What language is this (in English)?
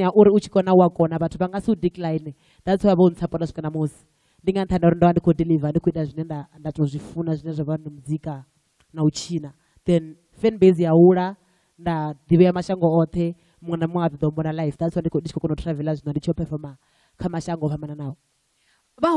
Venda